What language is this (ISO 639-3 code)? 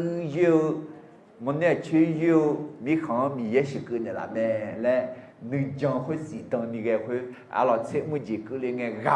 ahk